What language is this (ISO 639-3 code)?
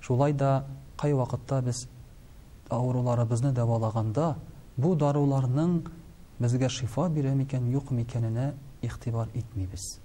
tat